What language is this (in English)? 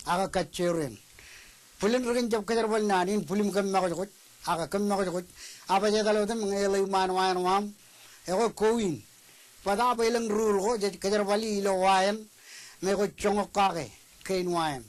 Marshallese